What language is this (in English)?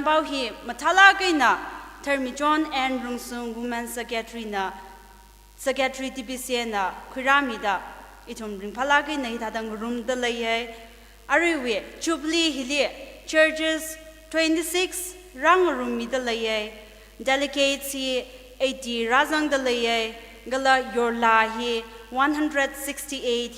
Tangkhul Naga (India)